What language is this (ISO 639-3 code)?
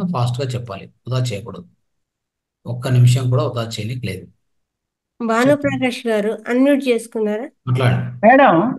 tel